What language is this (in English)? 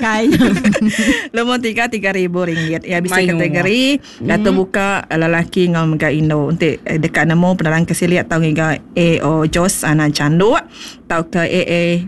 Iban